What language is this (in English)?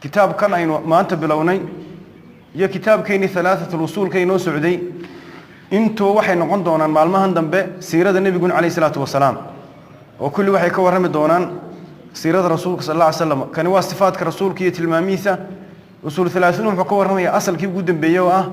Somali